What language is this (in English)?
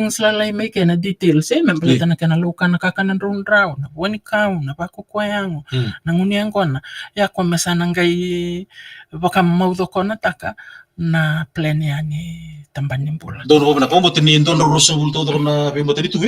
Fijian